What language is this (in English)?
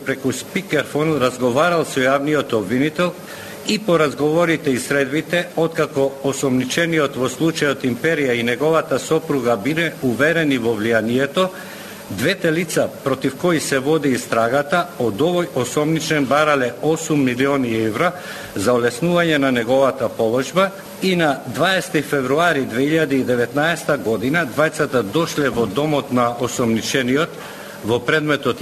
Macedonian